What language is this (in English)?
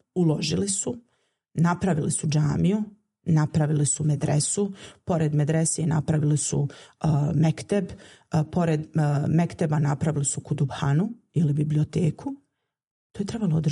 Bosnian